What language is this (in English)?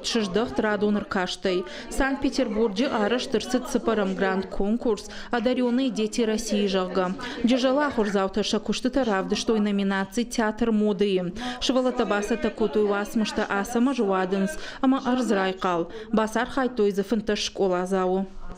Ossetic